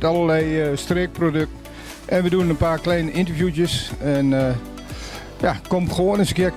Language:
Dutch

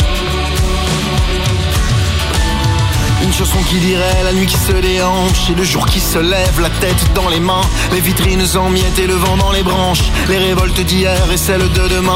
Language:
French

